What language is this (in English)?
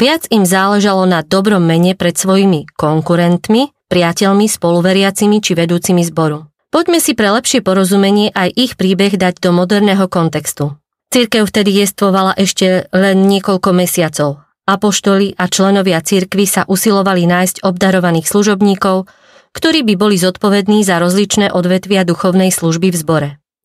Slovak